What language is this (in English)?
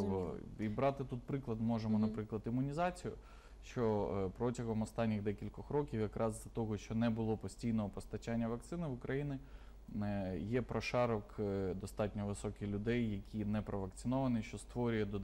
Ukrainian